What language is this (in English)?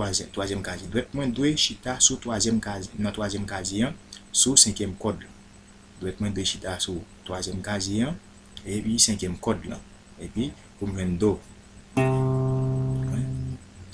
Haitian Creole